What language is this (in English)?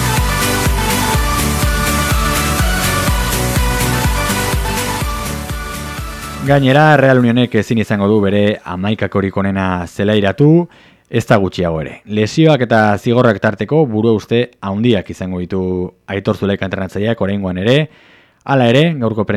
Basque